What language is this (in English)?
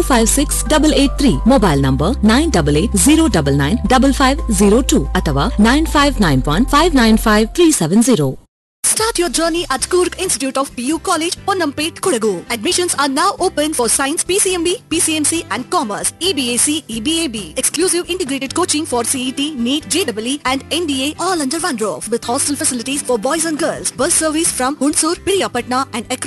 Kannada